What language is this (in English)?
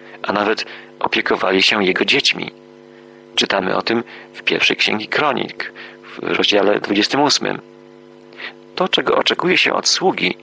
Polish